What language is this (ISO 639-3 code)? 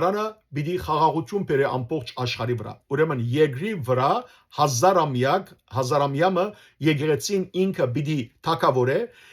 hyw